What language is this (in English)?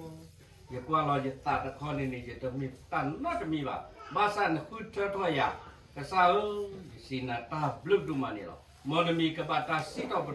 S'gaw Karen